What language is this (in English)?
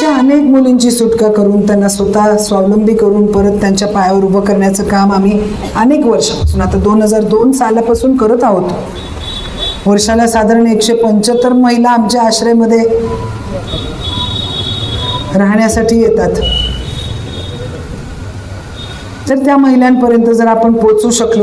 Marathi